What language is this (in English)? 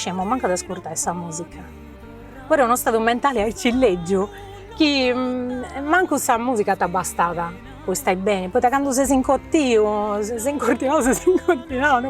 Sardinian